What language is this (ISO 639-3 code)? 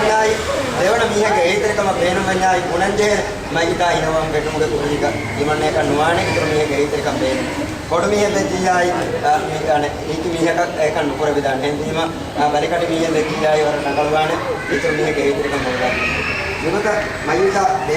div